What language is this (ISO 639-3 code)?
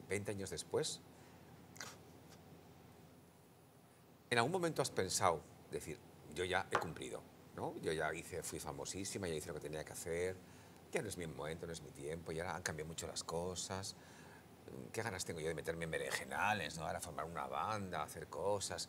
spa